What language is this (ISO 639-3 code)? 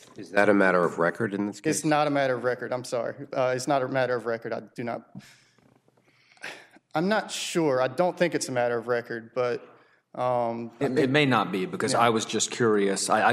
eng